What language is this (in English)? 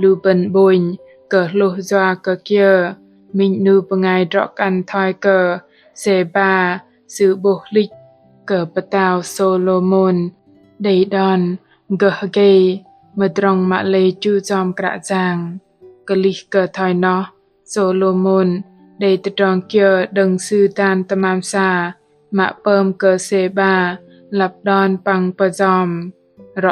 Bahnar